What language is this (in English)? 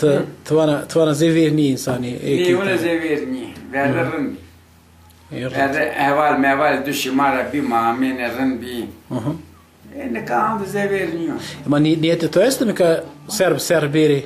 Zaza